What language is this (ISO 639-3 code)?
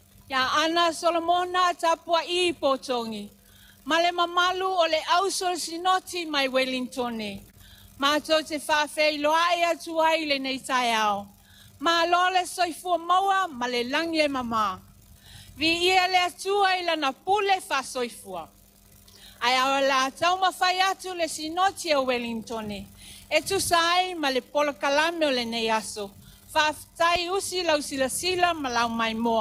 smo